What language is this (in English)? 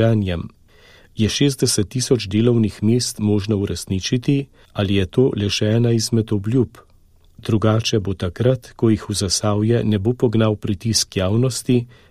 Slovenian